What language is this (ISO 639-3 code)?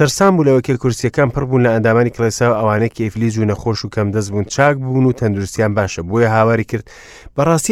ckb